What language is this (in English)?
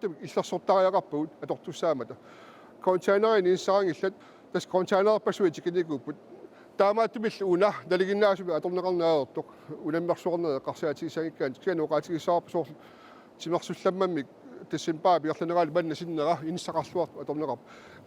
Kalaallisut